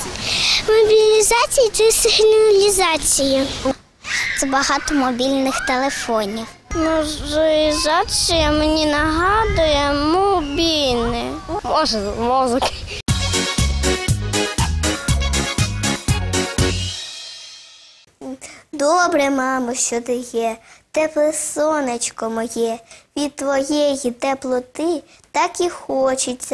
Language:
Ukrainian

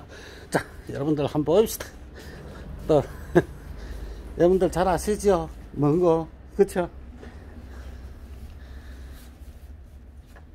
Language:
Korean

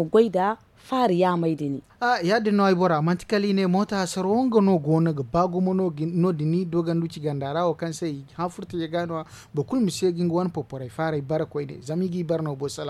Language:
Zarma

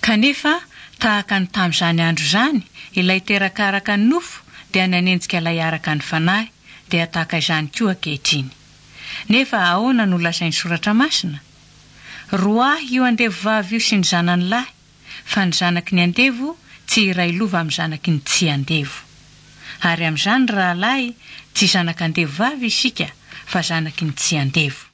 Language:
Malagasy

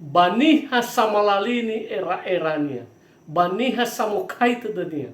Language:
Nias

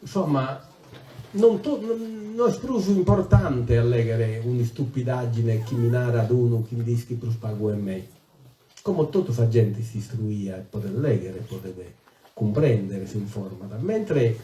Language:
Sardinian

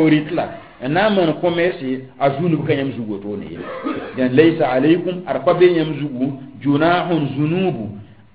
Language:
Mossi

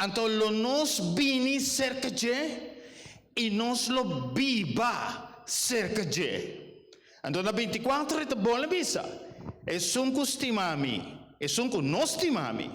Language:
Papiamento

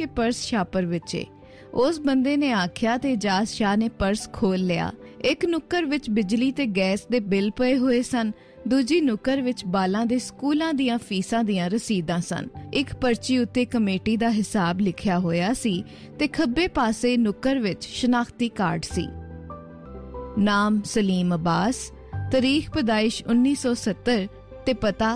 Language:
Punjabi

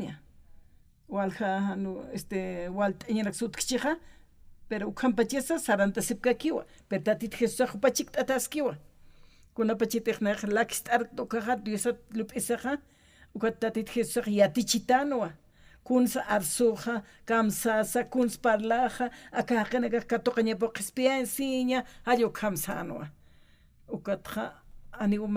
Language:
Aymara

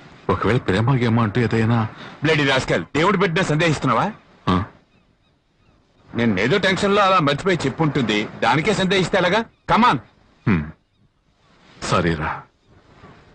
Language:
Telugu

